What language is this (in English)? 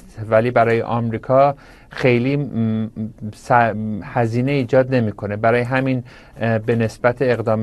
Persian